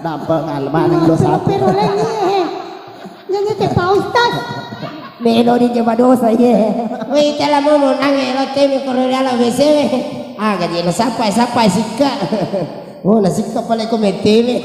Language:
Buginese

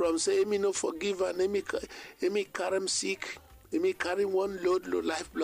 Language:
Bislama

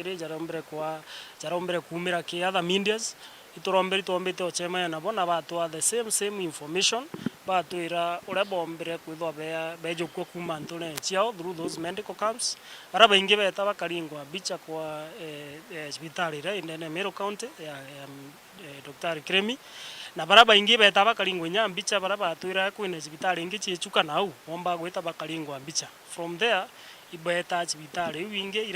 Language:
Meru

